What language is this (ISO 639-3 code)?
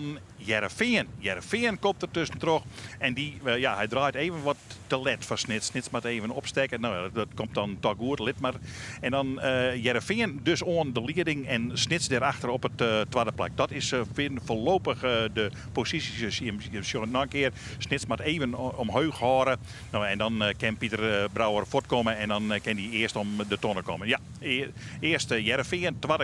fry